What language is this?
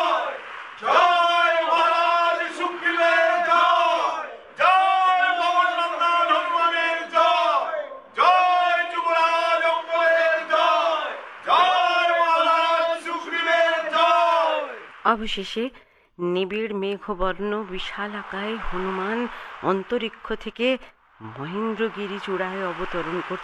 Bangla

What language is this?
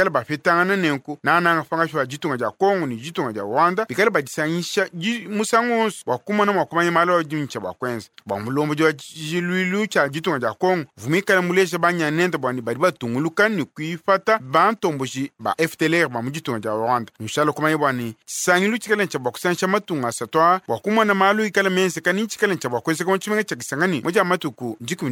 Luba-Lulua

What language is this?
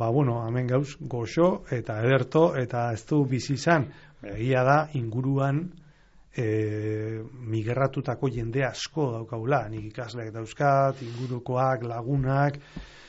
Basque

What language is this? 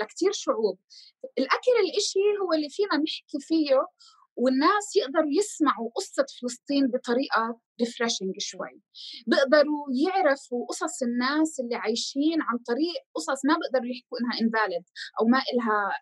North Levantine Arabic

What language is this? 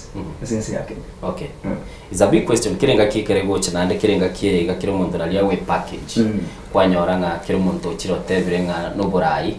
Gusii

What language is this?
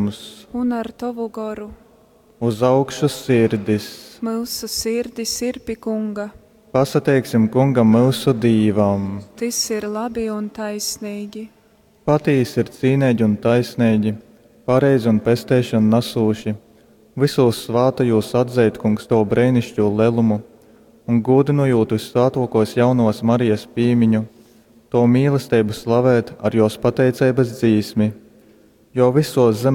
Latgalian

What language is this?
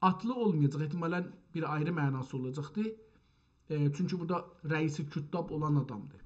South Azerbaijani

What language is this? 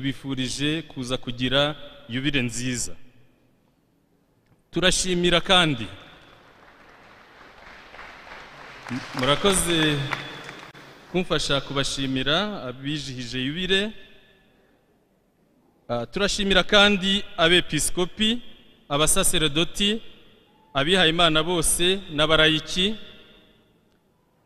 Kinyarwanda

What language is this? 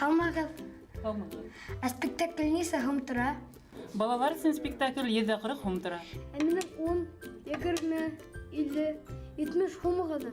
Bashkir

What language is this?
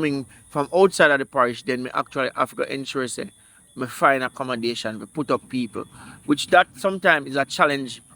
Jamaican Creole English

